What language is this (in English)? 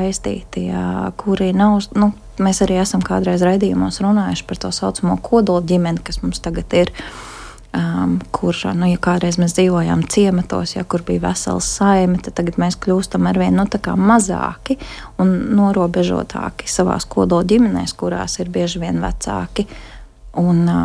Latvian